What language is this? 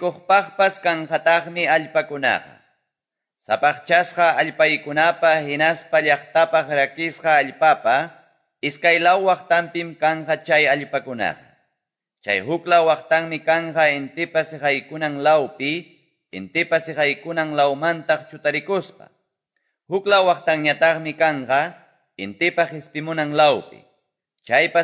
Quechua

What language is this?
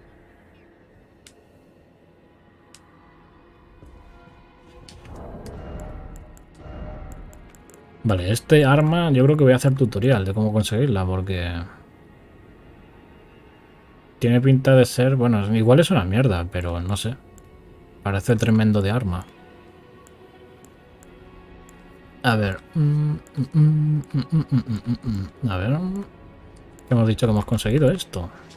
Spanish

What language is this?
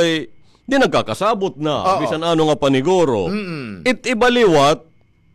Waray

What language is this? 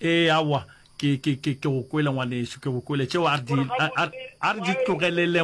Northern Sotho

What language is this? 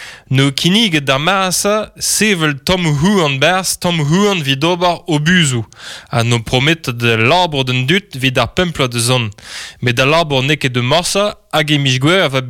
Breton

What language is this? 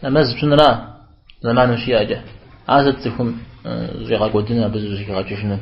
Kabardian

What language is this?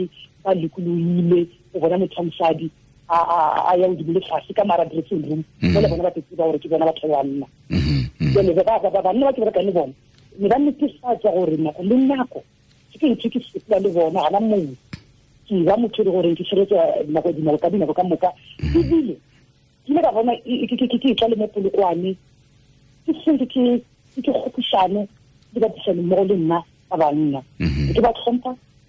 Tswana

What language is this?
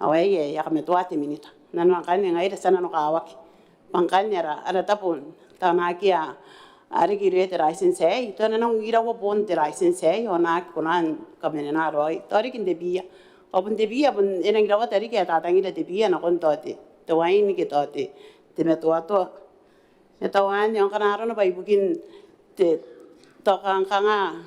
Gilbertese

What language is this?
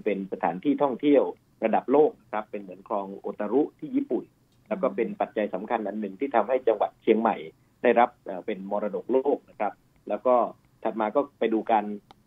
Thai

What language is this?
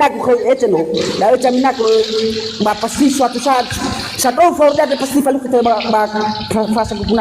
Nias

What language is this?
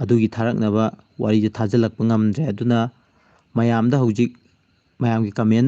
Manipuri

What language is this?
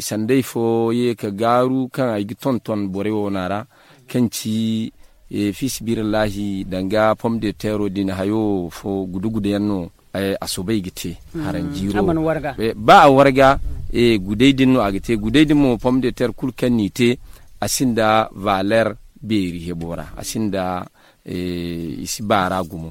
Zarma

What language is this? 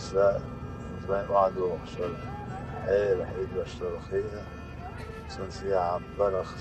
Chechen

